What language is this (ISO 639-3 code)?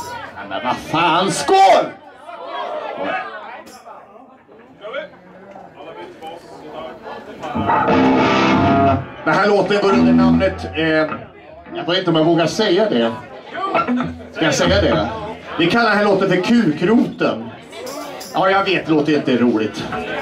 swe